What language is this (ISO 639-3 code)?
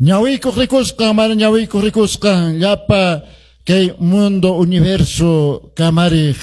que